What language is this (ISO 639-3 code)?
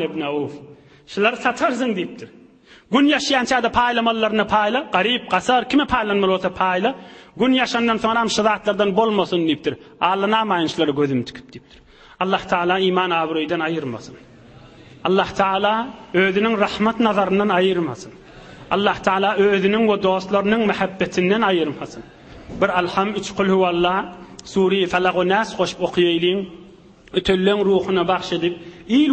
tuk